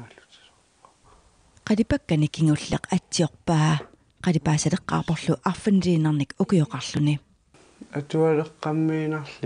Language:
Kalaallisut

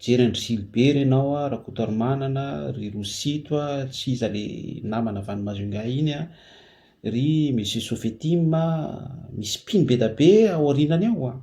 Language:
Malagasy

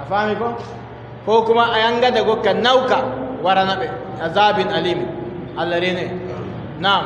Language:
Adamawa Fulfulde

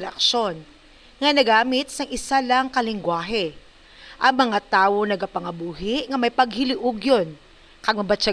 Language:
Hiligaynon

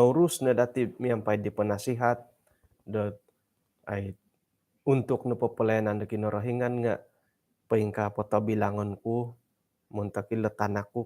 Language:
Central Dusun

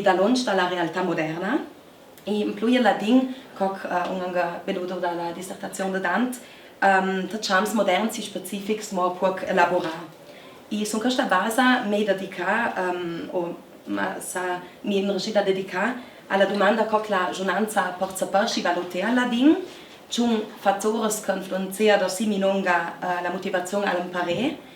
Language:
Ladin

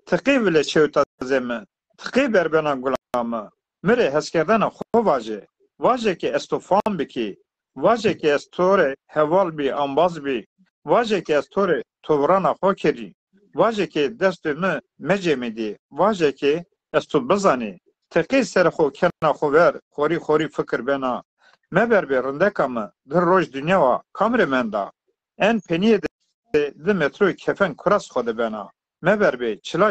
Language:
Zaza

